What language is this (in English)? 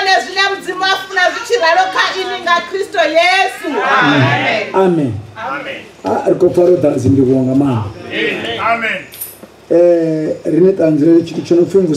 Venda